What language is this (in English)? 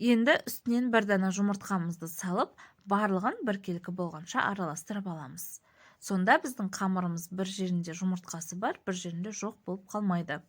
Kazakh